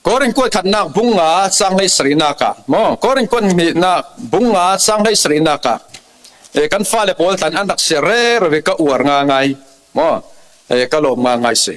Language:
Falam Chin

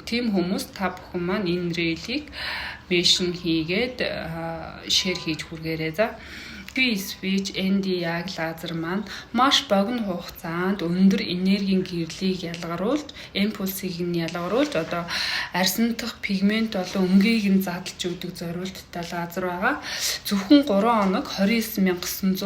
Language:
Mongolian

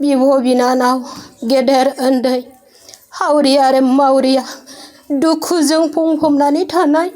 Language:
Bodo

